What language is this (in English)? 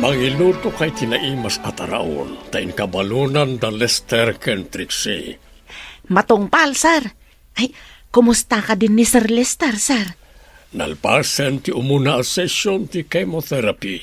Iloko